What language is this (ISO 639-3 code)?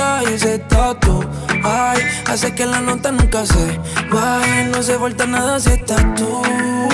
spa